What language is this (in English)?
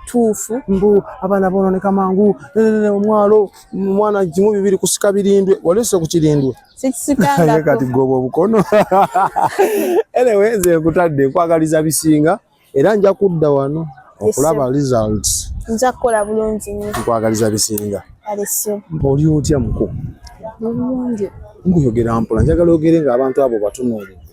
Ganda